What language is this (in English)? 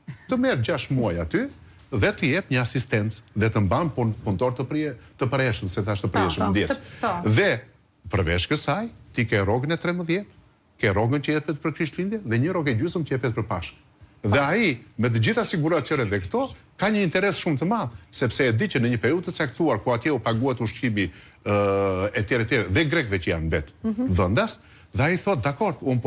Albanian